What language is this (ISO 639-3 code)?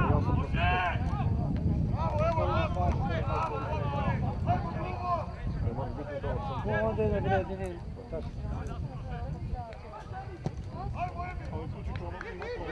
srp